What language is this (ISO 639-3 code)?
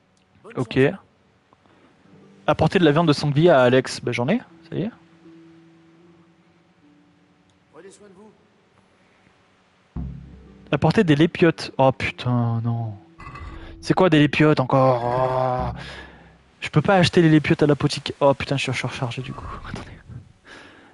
fra